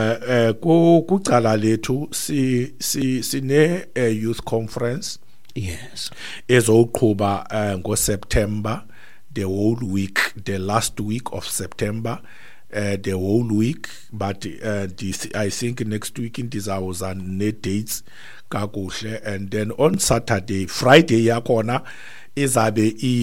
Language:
Xhosa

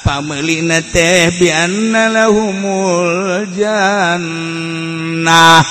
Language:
Sundanese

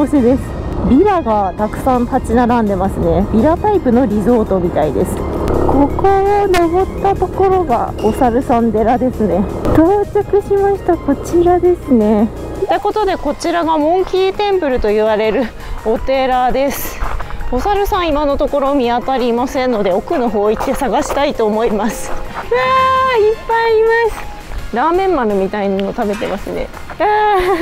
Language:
Japanese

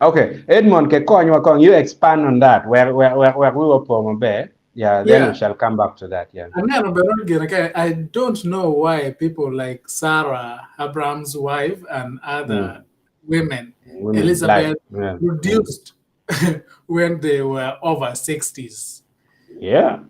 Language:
Acoli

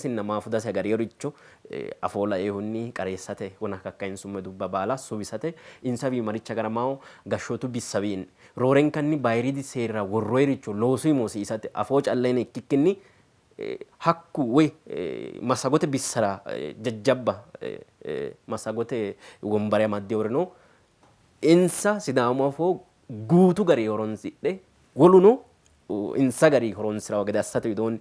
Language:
Sidamo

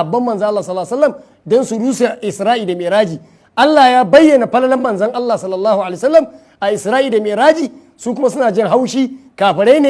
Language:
Hausa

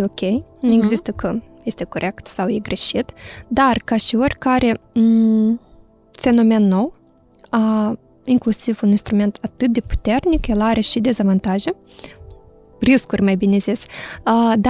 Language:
Romanian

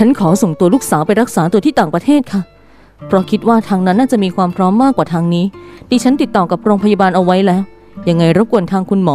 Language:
Thai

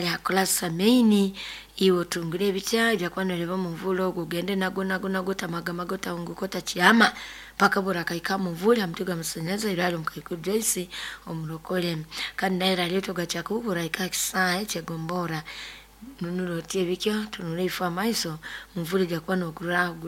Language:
Nyoro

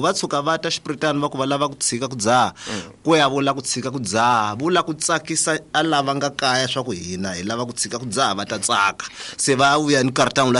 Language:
Tsonga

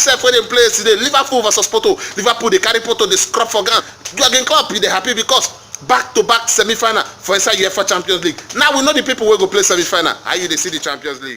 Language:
Nigerian Pidgin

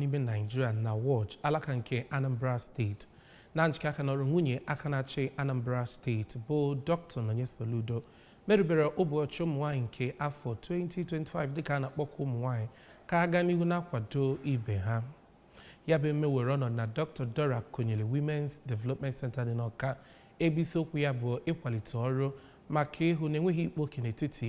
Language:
Igbo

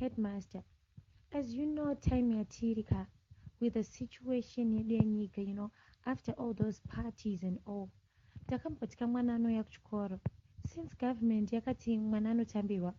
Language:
Shona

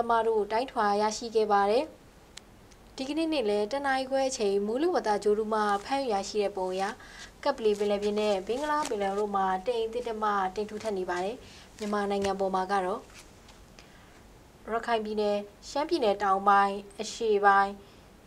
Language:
Burmese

